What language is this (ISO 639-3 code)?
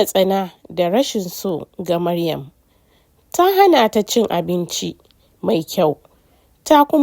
hau